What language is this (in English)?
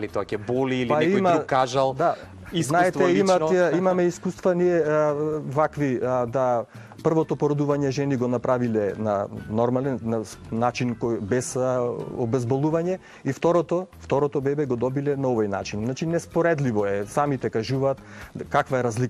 Macedonian